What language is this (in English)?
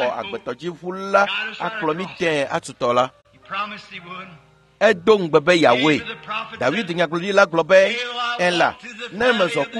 Ewe